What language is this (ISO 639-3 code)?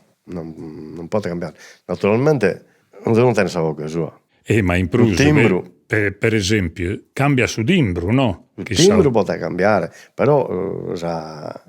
srd